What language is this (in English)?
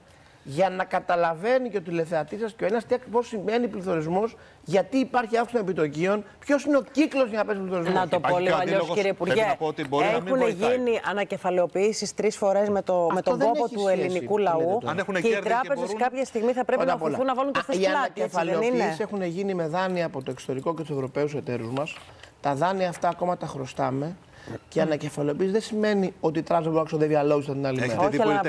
Greek